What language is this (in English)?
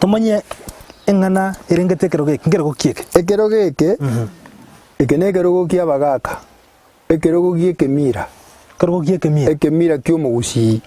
Gusii